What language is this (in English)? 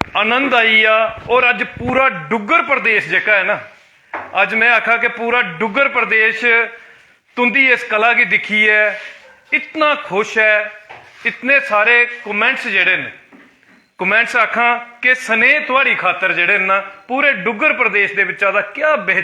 Dogri